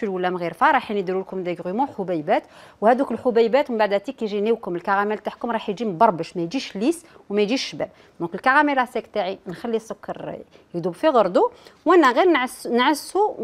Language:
Algerian Arabic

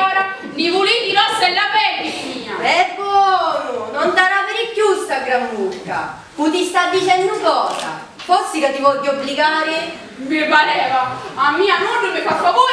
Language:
Sicilian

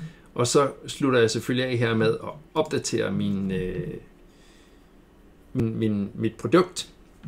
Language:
Danish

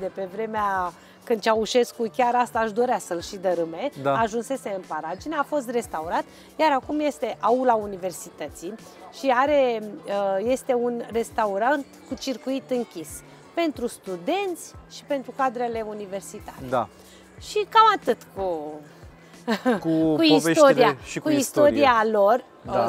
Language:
Romanian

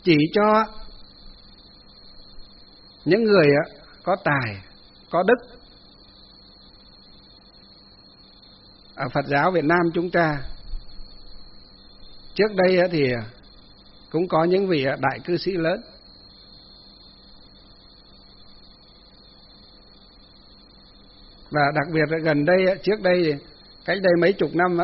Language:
Vietnamese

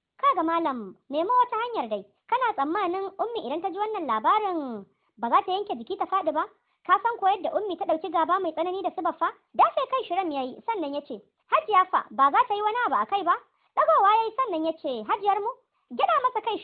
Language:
Hausa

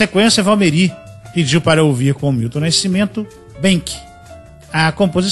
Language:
Portuguese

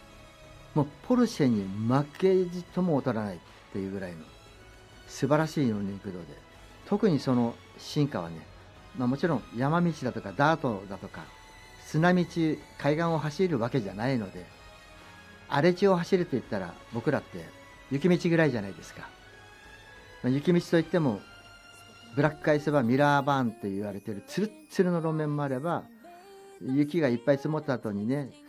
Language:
Japanese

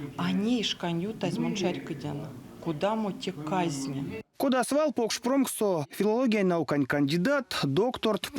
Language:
Erzya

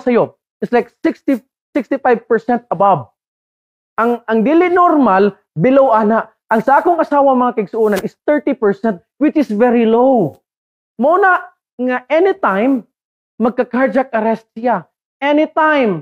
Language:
Cebuano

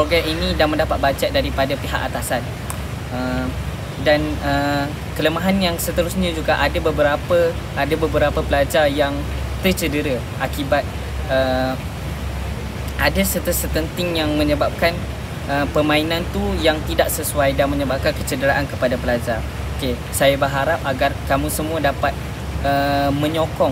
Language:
Malay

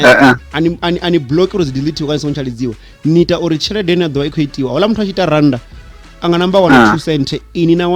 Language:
Venda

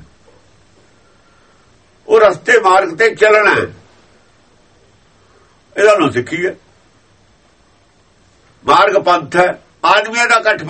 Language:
Punjabi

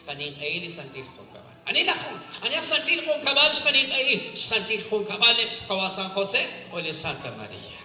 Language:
Kekchí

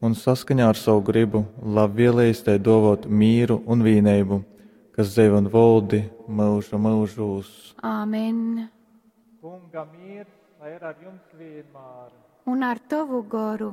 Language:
Latgalian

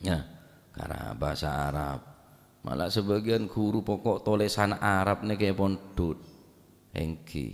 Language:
Madurese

